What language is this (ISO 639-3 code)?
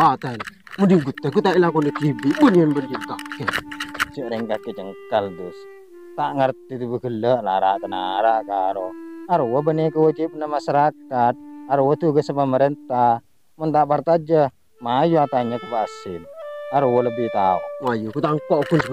mad